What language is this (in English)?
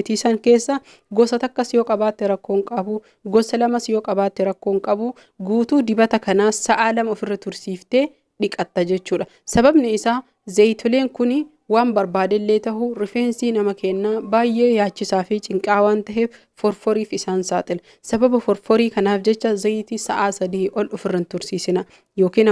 Oromo